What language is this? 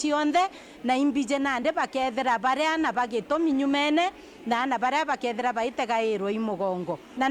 Meru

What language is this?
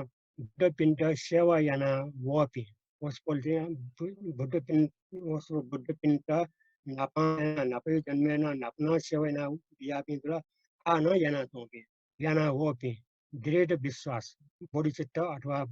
Newari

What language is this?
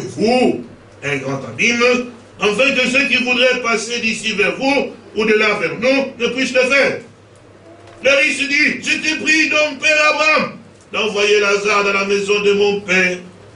French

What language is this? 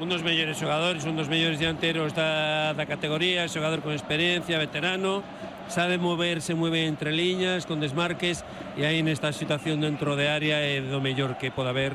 Galician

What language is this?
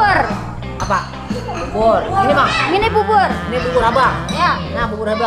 Banjar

